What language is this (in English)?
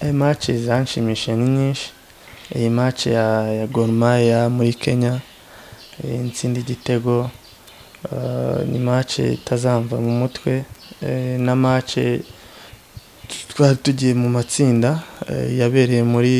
Kinyarwanda